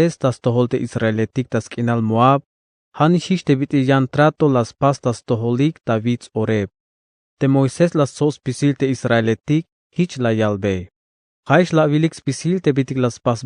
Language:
Tzeltal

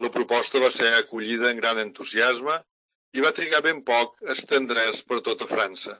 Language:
Catalan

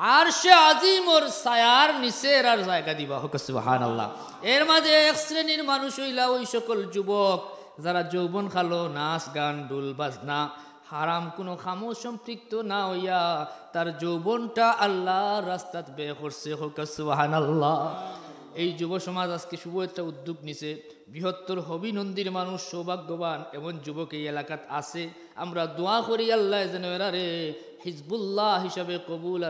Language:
Sylheti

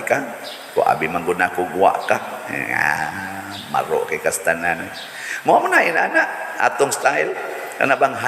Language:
Cebuano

